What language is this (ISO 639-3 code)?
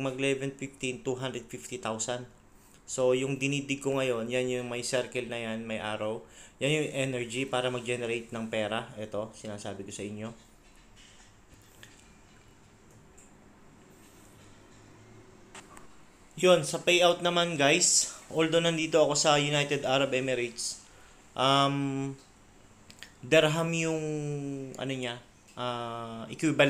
fil